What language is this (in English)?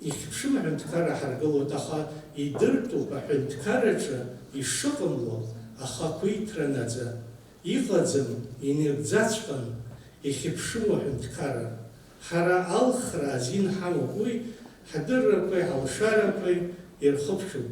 Abkhazian